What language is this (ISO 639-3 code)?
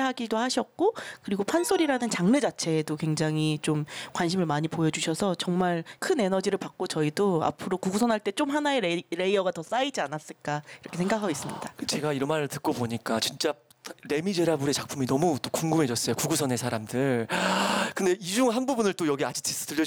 kor